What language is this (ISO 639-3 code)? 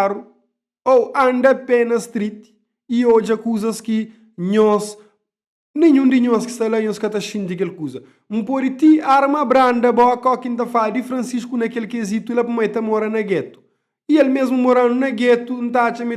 kea